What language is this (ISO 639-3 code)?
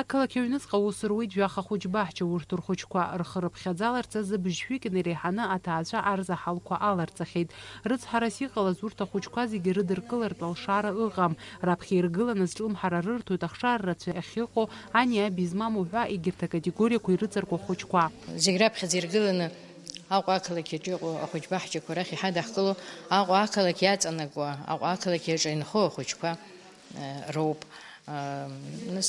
abk